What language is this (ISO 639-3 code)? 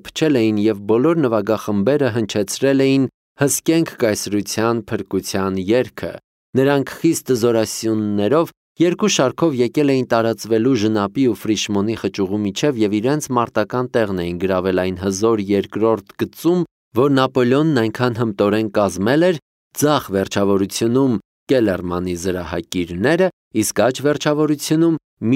hye